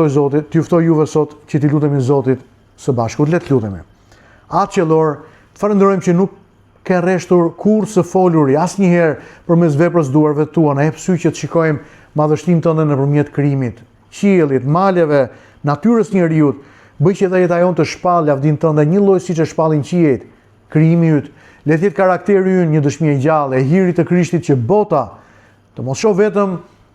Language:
Albanian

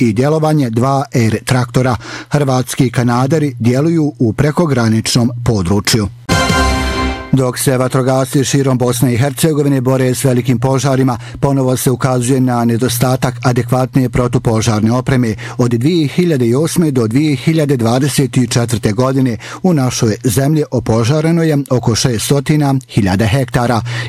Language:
Bosnian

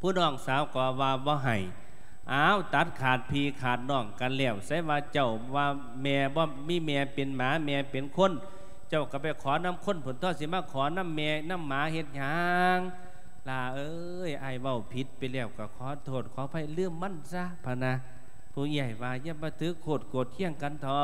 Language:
Lao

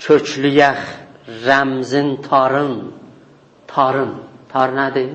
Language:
South Azerbaijani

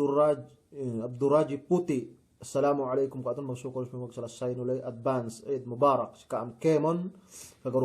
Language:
Yakan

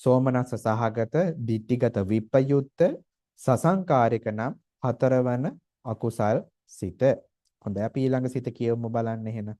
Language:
Sinhala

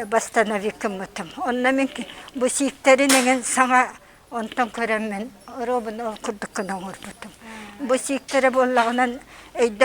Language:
Yakut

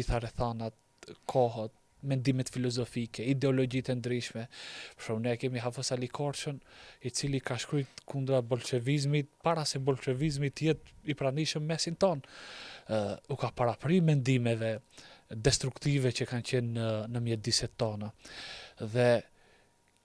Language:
Albanian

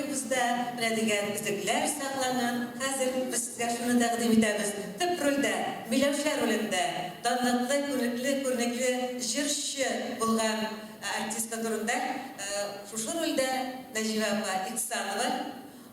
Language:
Tatar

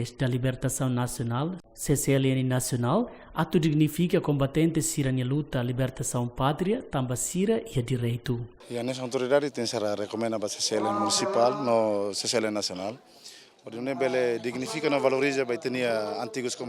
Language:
Tetum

